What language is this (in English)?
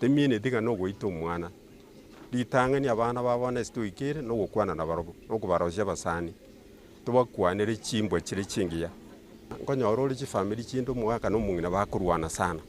Gusii